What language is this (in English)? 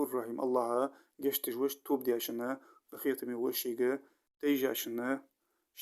Ingush